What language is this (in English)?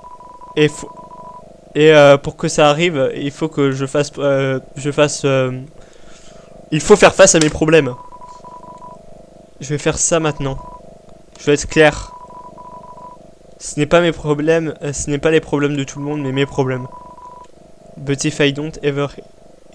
French